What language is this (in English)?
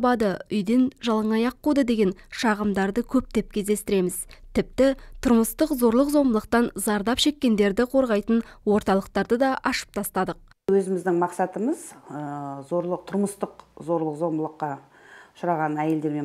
Kazakh